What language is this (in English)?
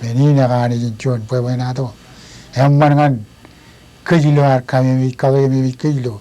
Marshallese